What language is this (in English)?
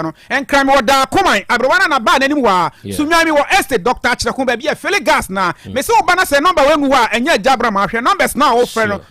Akan